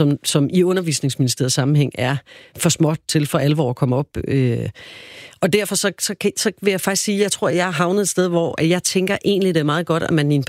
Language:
Danish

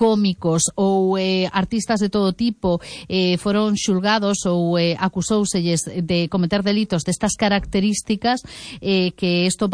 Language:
Galician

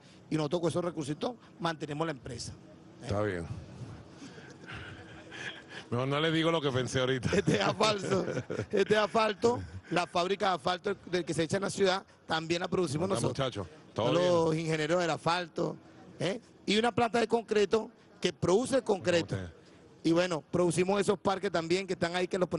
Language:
Spanish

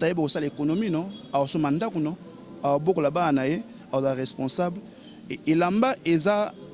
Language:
Lingala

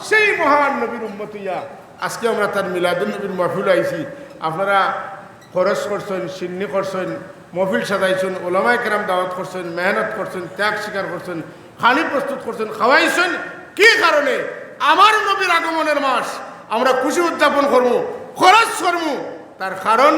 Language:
Sylheti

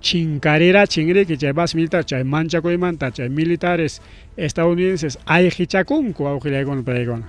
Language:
Ayacucho Quechua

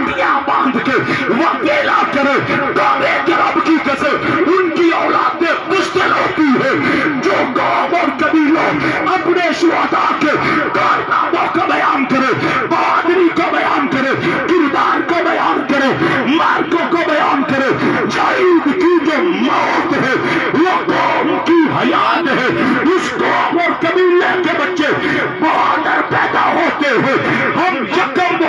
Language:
Urdu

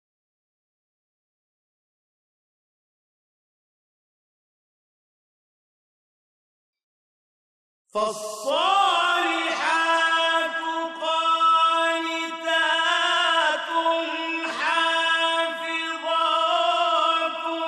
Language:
Arabic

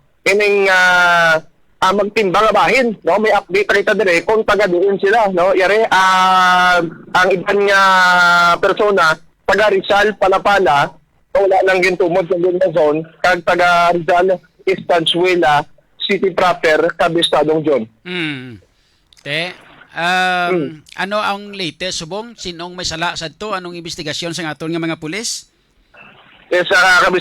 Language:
Hiligaynon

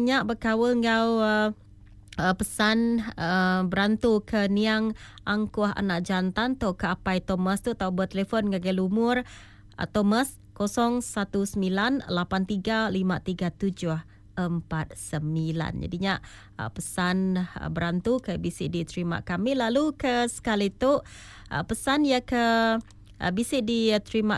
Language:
Iban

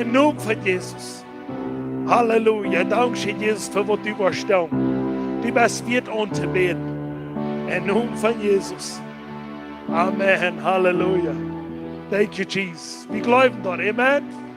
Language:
Plautdietsch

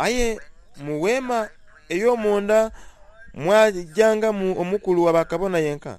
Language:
Soga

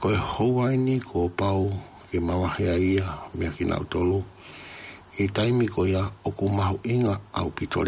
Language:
Tongan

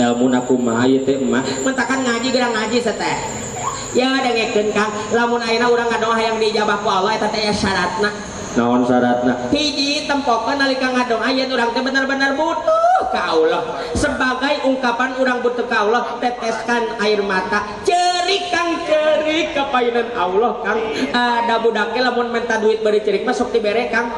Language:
Sundanese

